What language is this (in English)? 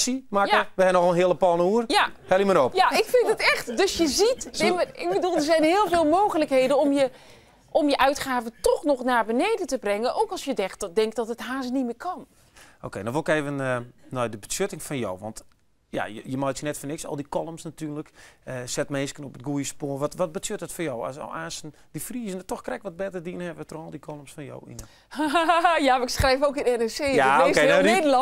Western Frisian